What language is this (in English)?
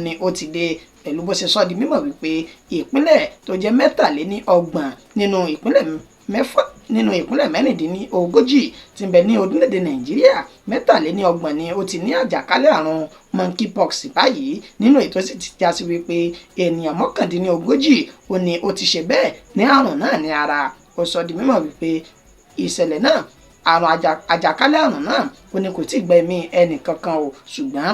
Yoruba